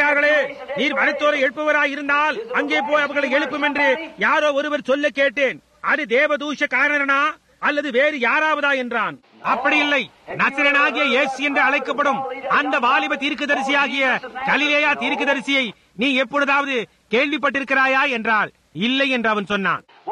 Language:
Tamil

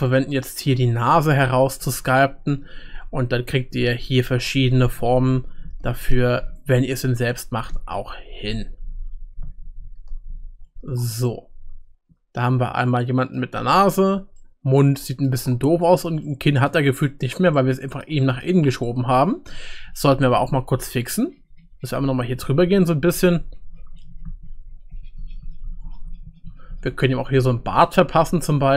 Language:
German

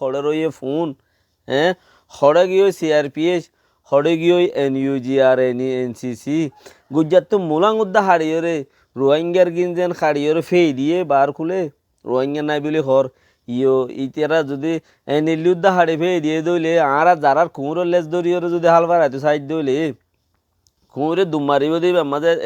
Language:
Rohingya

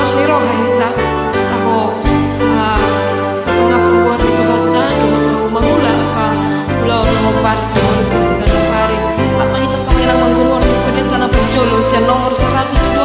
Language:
Batak Toba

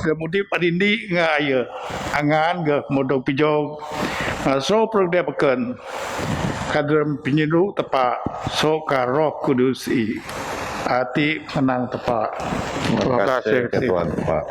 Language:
Biatah Bidayuh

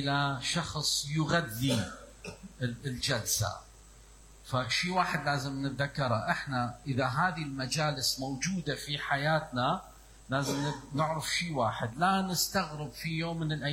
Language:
Mesopotamian Arabic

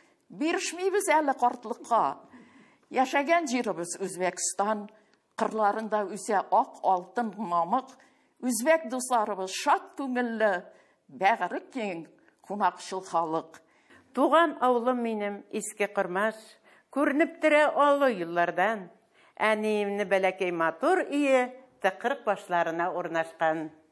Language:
Tatar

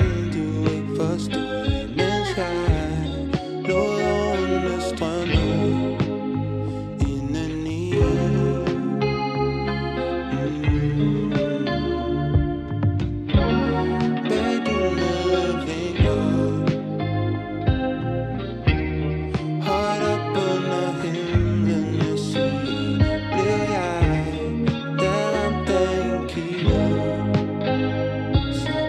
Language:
Danish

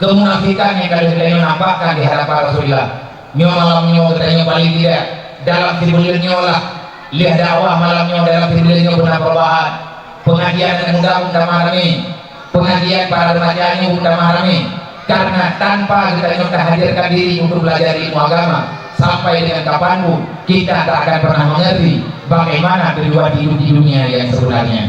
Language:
Achinese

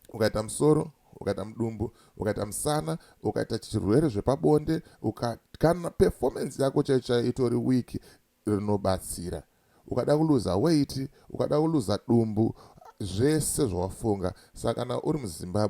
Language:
Shona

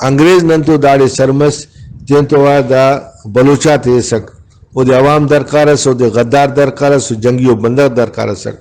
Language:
Brahui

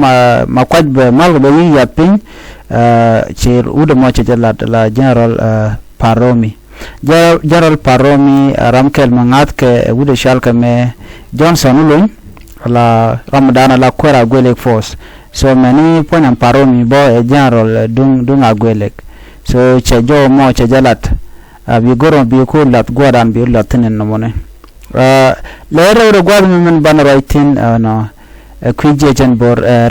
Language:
Nuer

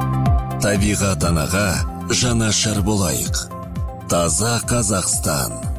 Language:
Kazakh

